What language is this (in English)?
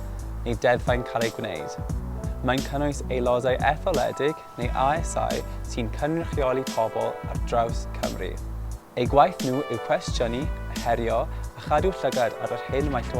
Welsh